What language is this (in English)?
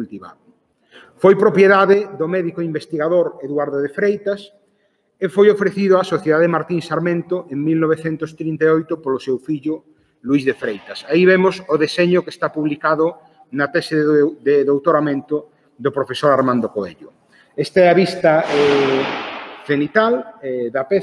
Galician